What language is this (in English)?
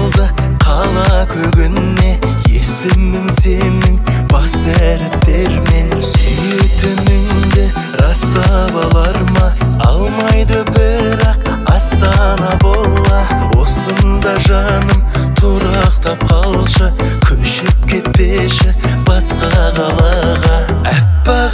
Kazakh